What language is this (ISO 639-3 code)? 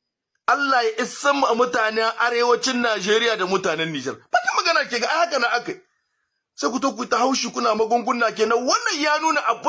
hau